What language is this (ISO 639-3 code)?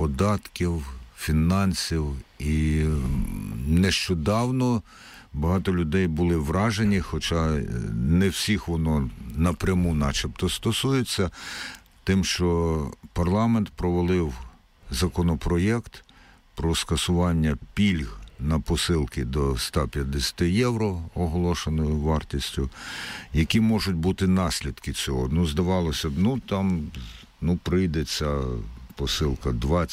ukr